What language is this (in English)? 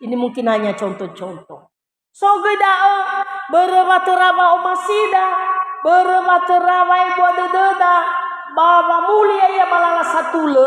Nias